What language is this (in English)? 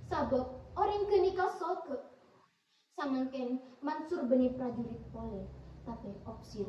Madurese